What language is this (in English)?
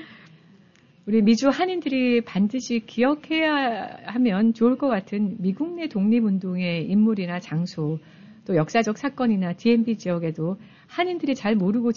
Korean